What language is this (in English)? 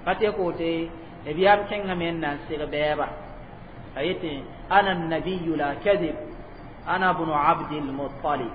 Mossi